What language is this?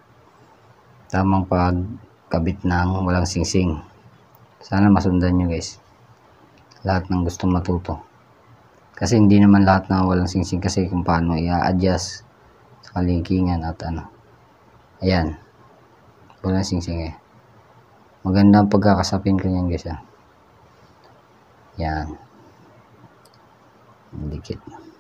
Filipino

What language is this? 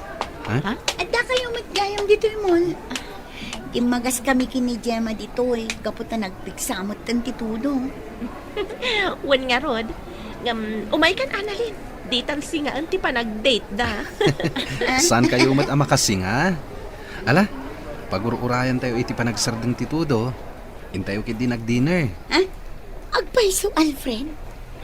Iloko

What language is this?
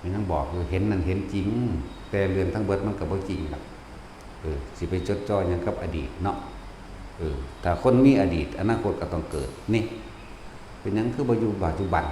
Northeastern Thai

